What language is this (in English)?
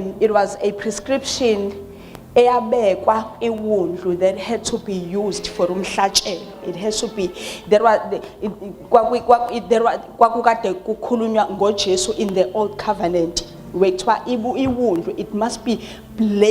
Zulu